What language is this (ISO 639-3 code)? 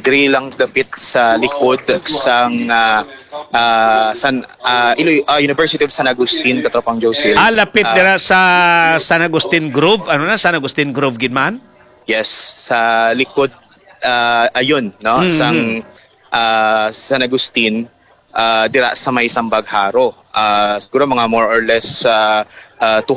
hil